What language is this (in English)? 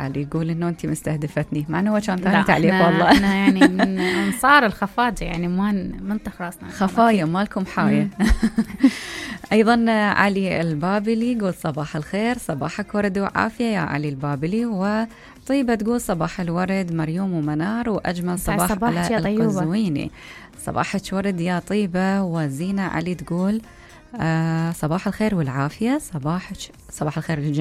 Mesopotamian Arabic